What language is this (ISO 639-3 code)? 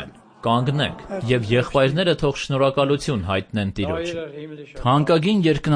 hye